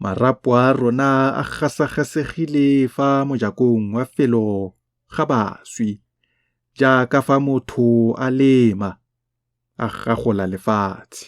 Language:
Tswana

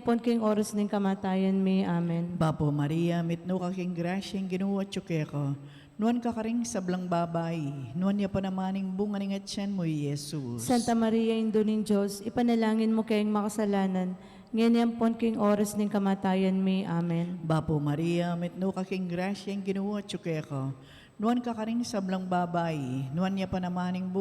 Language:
Pampanga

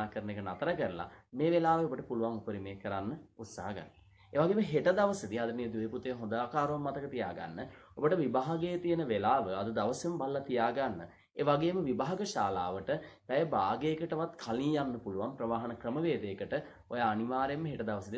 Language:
Sinhala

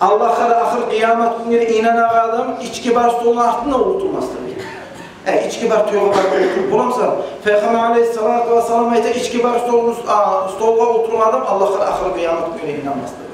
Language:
Kumyk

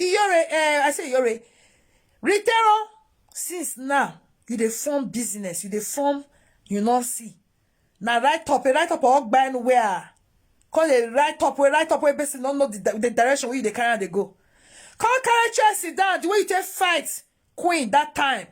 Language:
Nigerian Pidgin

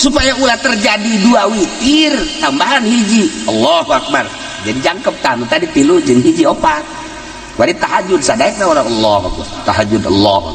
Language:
Sundanese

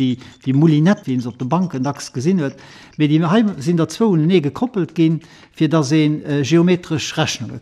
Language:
Luxembourgish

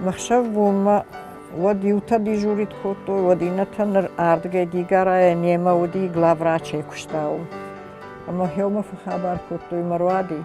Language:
Ossetic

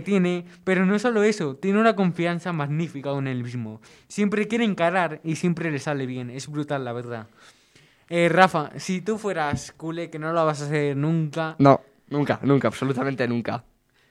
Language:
Spanish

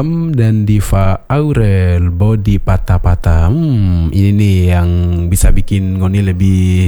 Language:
Indonesian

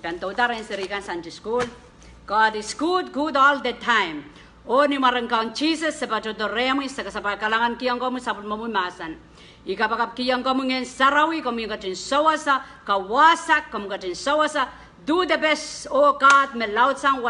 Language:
Pohnpeian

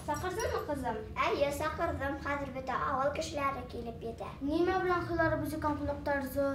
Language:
Bashkir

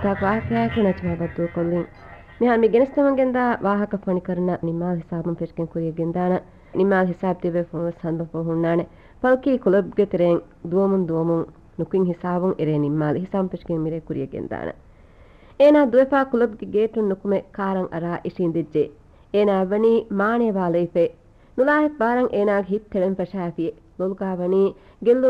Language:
Divehi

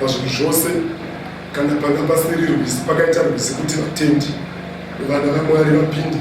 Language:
Shona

